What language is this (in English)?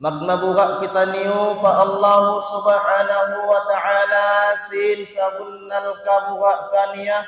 Tausug